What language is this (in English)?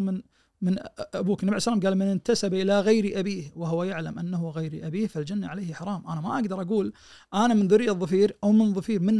Najdi Arabic